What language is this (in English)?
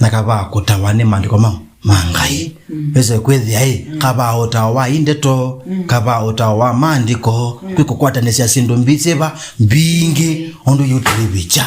Kamba